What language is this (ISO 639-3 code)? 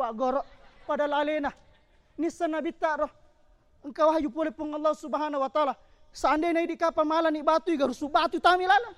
bug